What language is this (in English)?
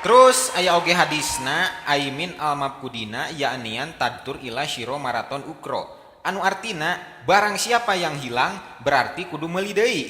Sundanese